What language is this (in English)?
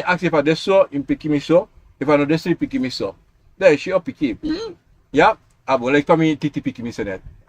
Sranan Tongo